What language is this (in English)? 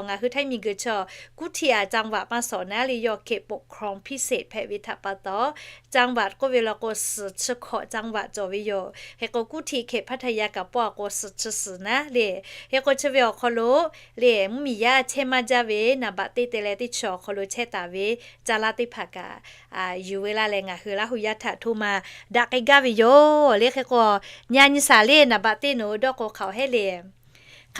Lahu